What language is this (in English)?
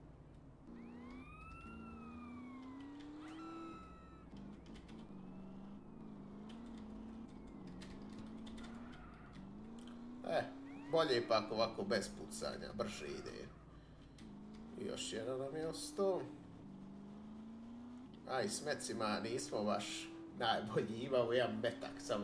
Croatian